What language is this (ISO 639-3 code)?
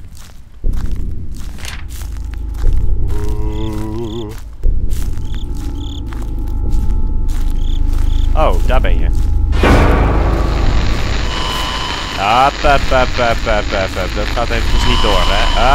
nld